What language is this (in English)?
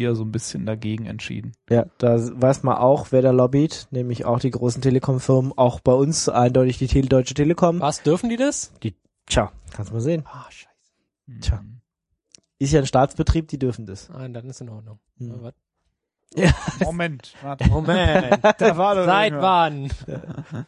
German